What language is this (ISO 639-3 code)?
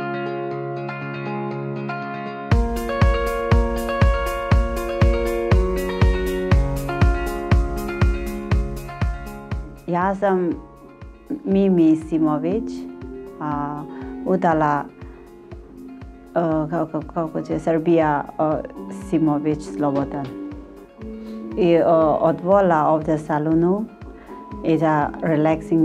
srp